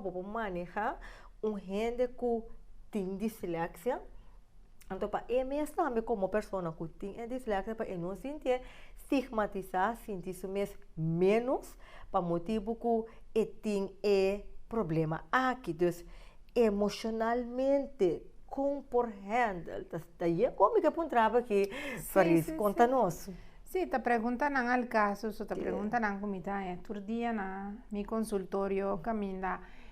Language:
Papiamento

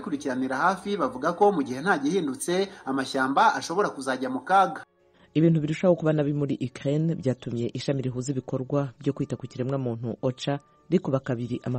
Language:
Kinyarwanda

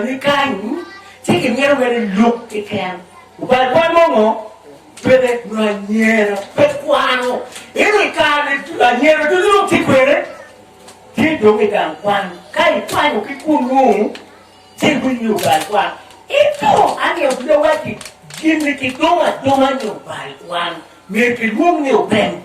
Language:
Acoli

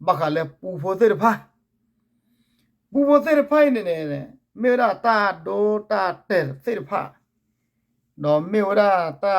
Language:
S'gaw Karen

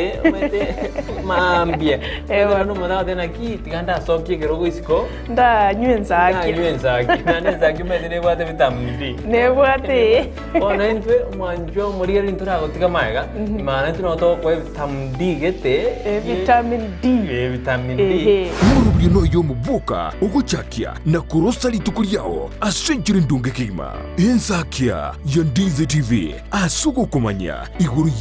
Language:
Gusii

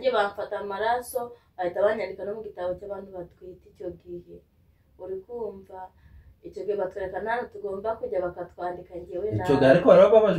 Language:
Kinyarwanda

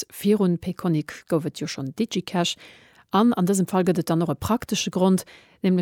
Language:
Luxembourgish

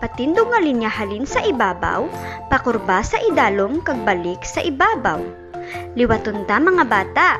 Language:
Hiligaynon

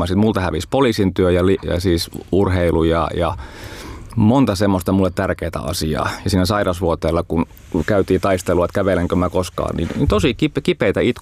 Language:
Finnish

